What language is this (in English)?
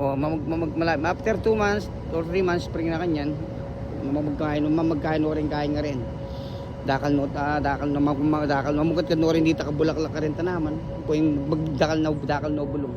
Pampanga